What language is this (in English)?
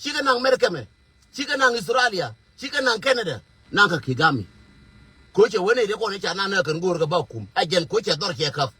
Nuer